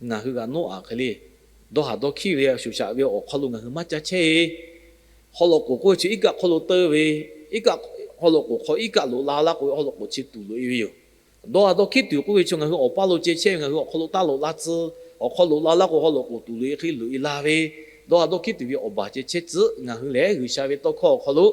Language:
Lahu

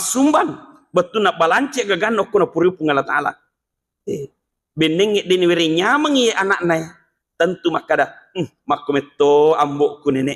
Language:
Buginese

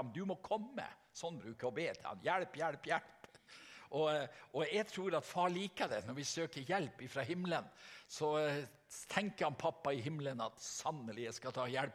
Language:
Norwegian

